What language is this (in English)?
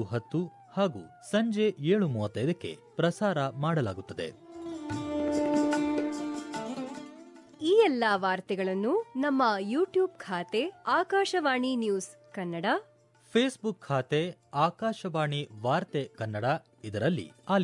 Kannada